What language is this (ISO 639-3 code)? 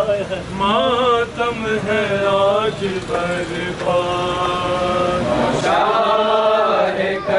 urd